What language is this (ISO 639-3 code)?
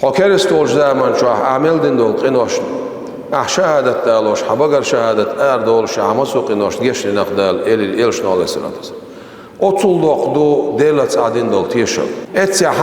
che